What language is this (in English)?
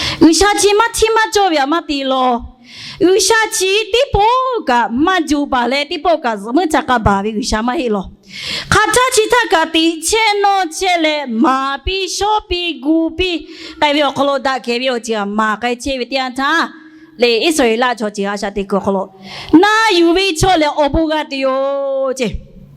Lahu